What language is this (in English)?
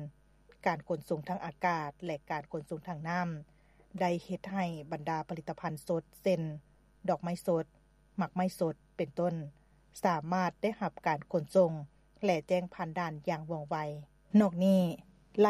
Lao